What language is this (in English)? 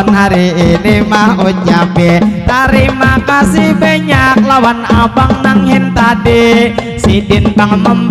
Banjar